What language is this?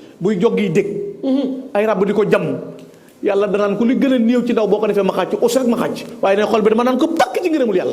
Wolof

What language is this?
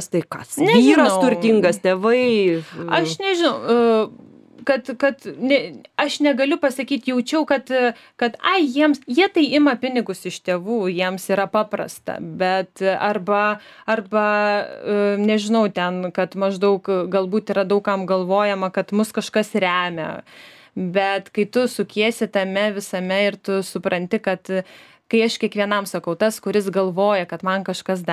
Lithuanian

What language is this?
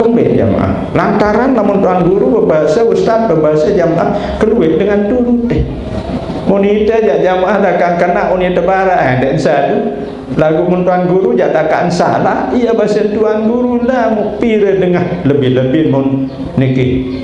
Sasak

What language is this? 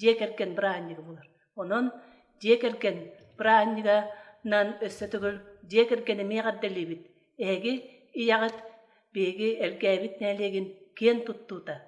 Yakut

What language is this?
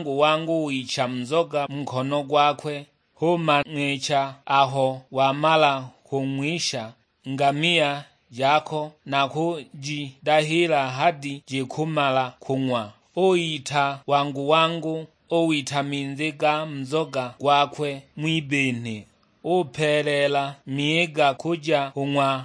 Sukuma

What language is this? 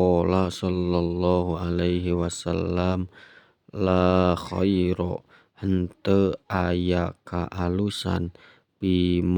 Sundanese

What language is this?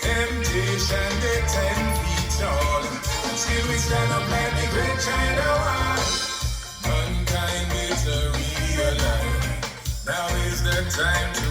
Jamaican Creole English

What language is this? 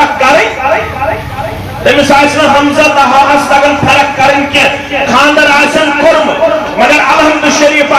Kashmiri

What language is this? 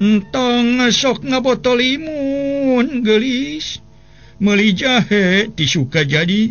Sundanese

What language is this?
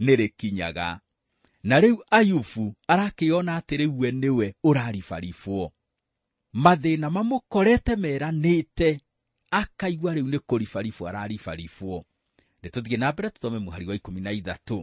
Kikuyu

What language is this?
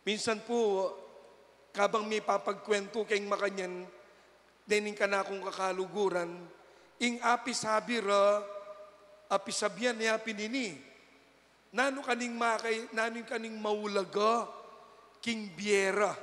Pampanga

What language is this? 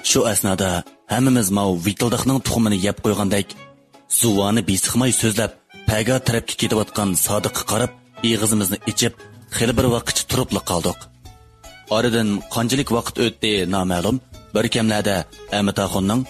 Uyghur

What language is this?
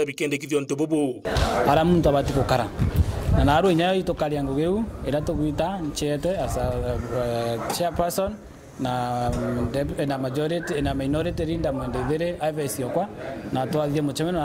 Meru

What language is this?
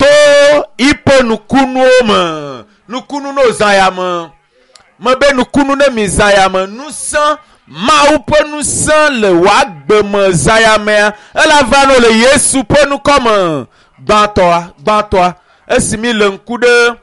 Ewe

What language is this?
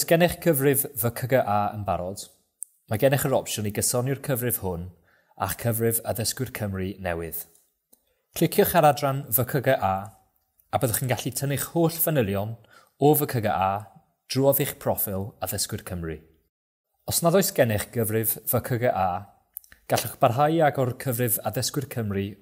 Welsh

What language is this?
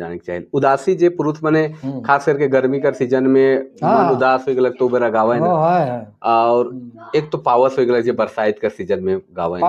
Sadri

